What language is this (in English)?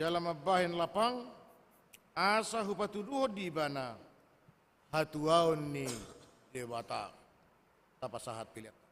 Batak Toba